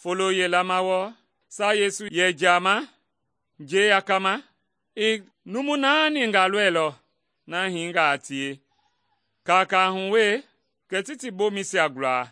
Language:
Mende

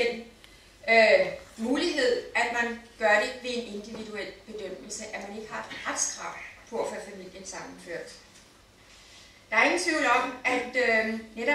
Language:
Danish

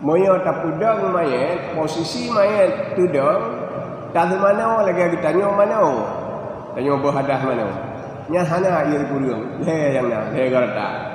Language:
Achinese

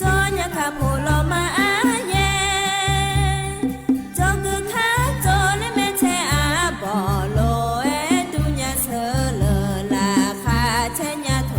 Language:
Akha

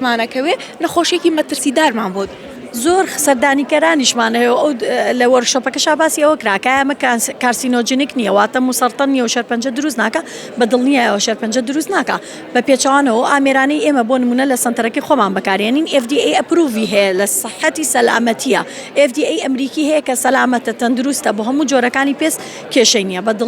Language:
Central Kurdish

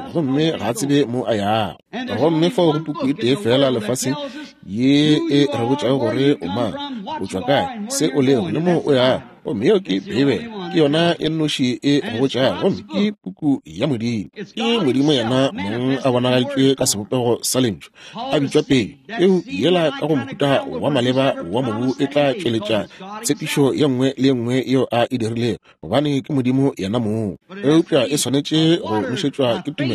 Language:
Northern Sotho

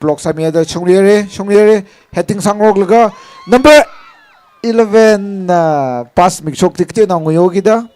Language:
Tangkhul Naga (India)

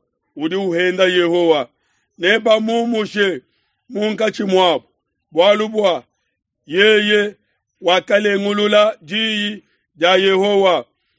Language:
Luba-Lulua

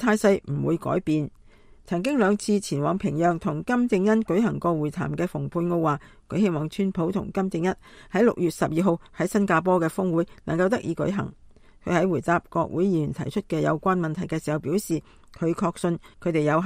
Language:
Cantonese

